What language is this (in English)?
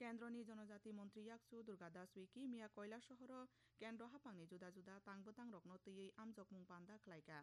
Kok Borok